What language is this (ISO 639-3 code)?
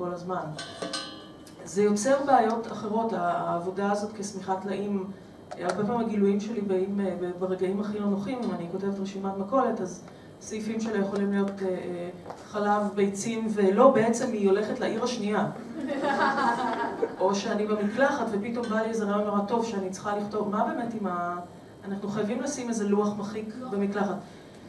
heb